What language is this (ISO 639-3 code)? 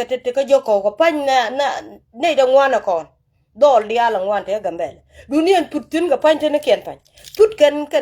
nus